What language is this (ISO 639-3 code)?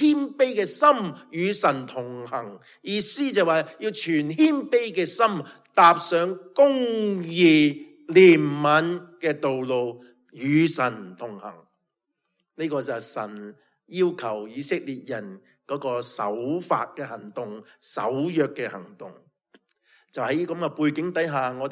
yue